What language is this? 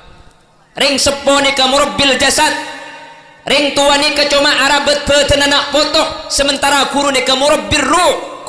Madurese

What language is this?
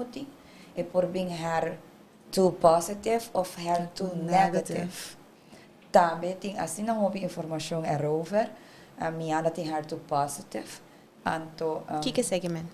Papiamento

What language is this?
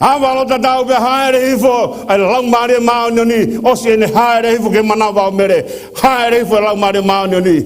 Tongan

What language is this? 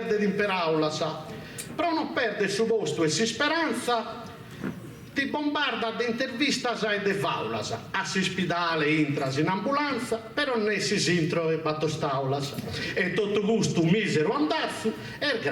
Sardinian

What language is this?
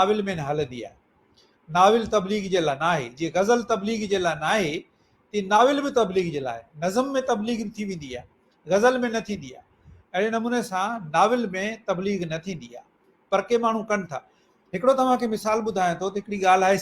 Sindhi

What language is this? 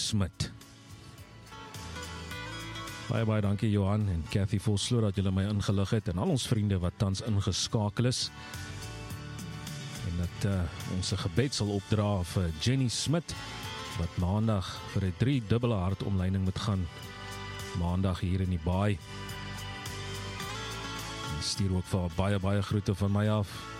Afrikaans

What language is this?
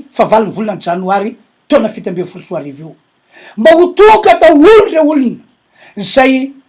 Malagasy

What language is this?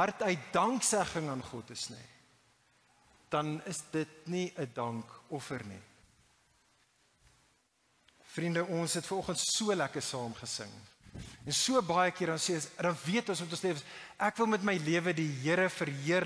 Afrikaans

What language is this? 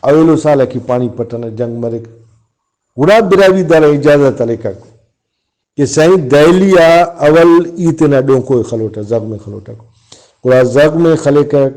Brahui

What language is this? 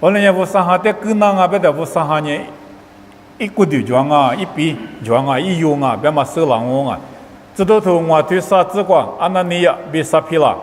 Lisu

